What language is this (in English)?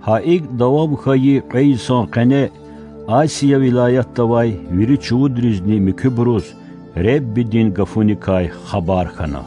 Lezghian